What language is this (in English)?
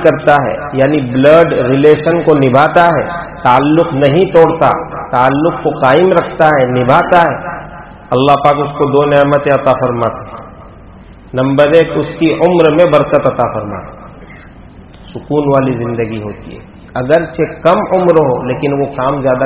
Urdu